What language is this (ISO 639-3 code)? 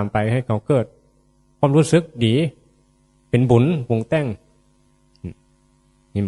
tts